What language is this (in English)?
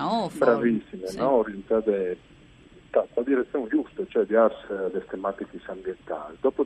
Friulian